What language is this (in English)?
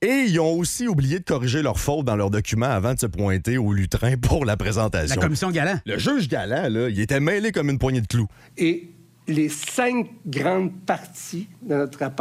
French